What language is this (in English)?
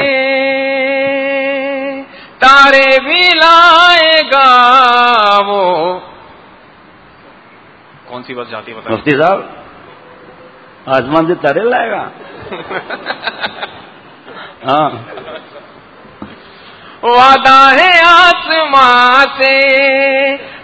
Urdu